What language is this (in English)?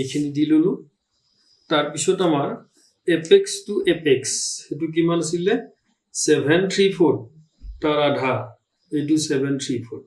Assamese